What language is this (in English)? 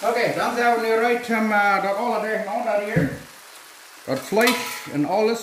Plautdietsch